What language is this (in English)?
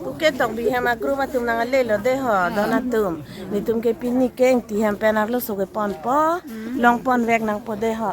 Karbi